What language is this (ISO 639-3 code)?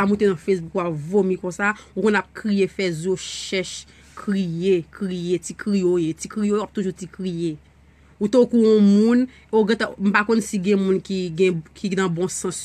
hat